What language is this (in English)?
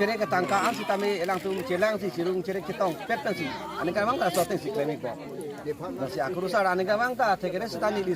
Karbi